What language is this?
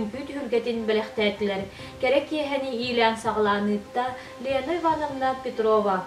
Yakut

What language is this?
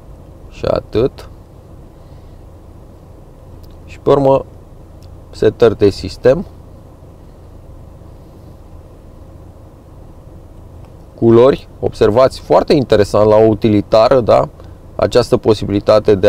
Romanian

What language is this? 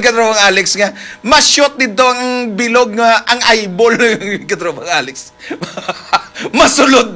Hiligaynon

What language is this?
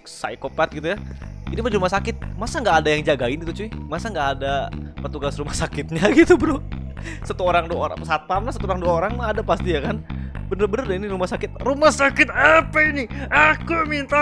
Indonesian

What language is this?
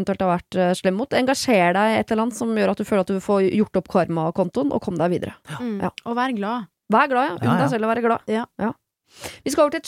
Norwegian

